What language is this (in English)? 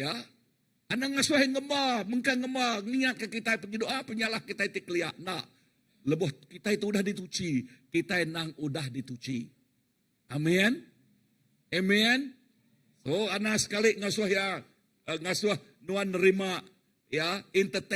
Iban